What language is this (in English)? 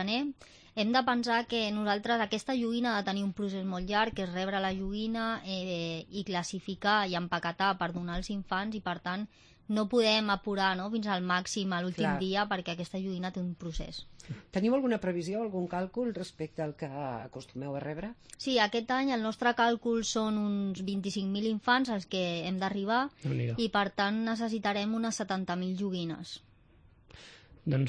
Catalan